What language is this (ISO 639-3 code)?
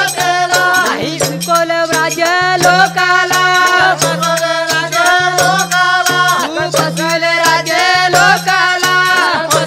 mar